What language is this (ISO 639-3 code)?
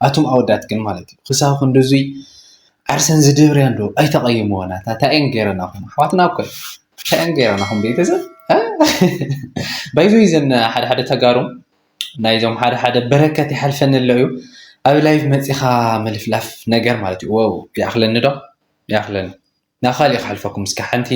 tir